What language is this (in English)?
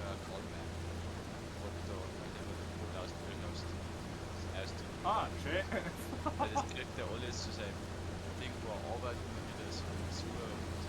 Bavarian